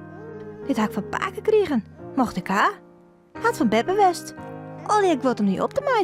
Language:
Western Frisian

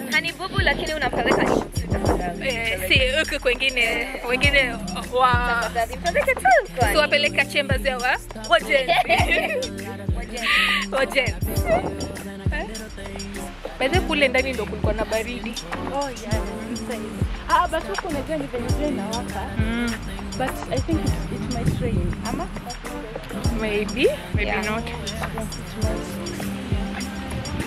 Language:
Swahili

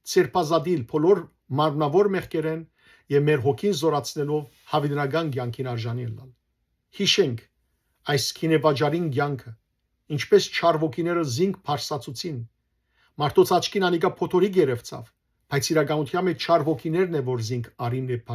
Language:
Western Armenian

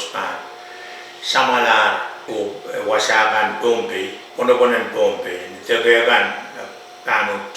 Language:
Pohnpeian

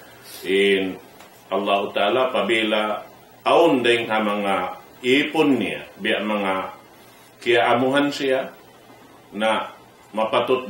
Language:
Tausug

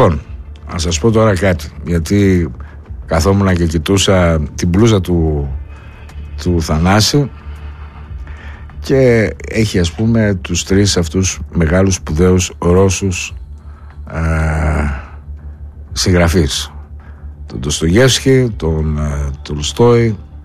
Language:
Greek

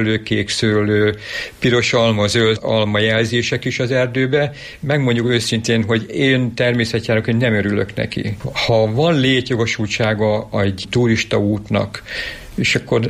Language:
Hungarian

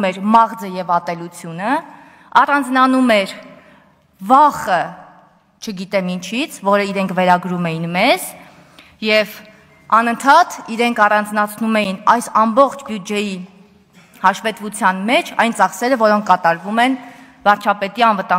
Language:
Armenian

